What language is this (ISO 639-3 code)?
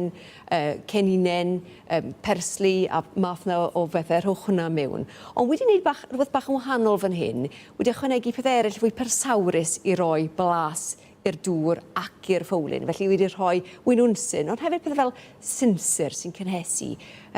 cym